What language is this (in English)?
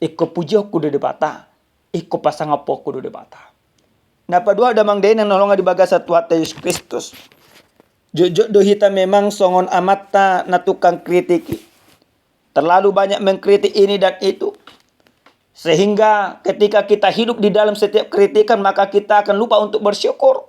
Batak Toba